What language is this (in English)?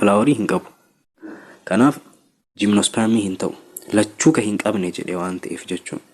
Oromo